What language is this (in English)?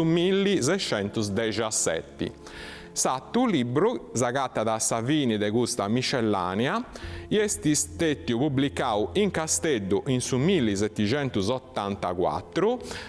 Sardinian